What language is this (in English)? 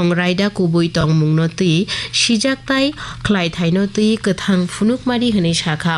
Kok Borok